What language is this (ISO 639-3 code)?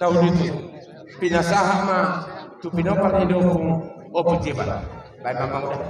bbc